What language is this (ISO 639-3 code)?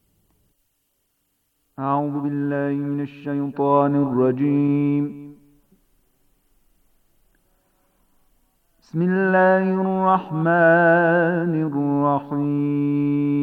bos